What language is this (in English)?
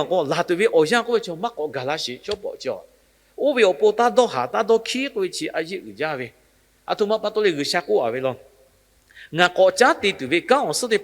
Lahu